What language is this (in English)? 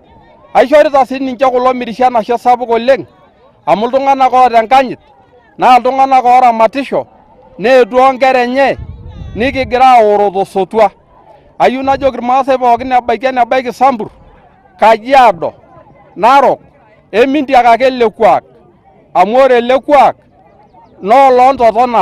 Masai